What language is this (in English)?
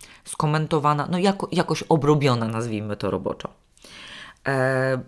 Polish